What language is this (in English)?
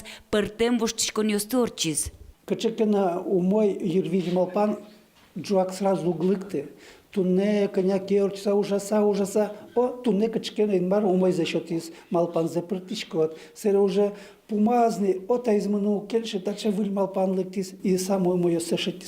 Udmurt